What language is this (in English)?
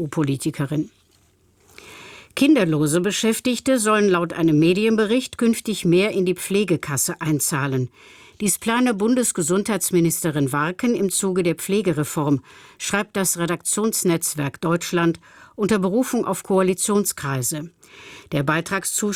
German